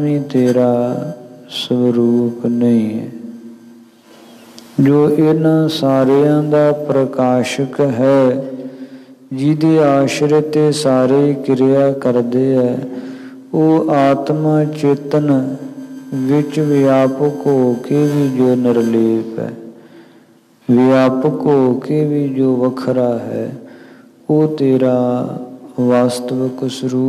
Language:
Punjabi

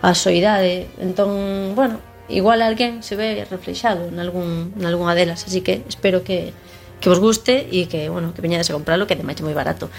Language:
Galician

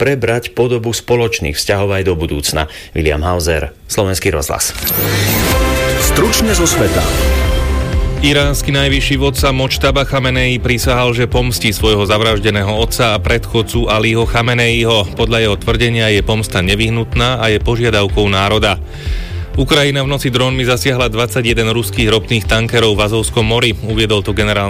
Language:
Slovak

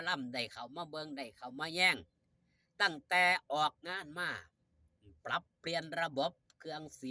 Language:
Northeastern Thai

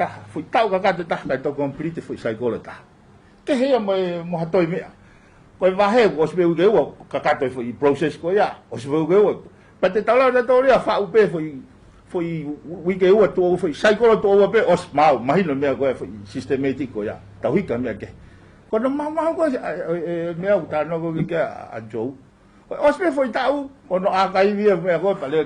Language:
Tongan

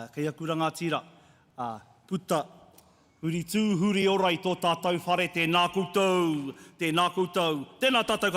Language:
Māori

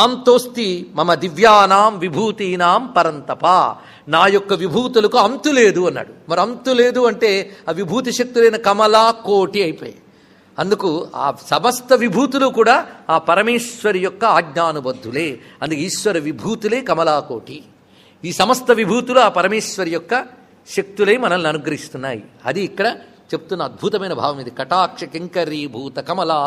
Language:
Telugu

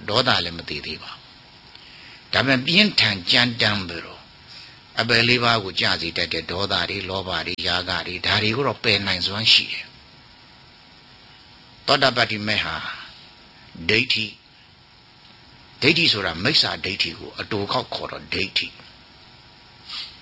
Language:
Burmese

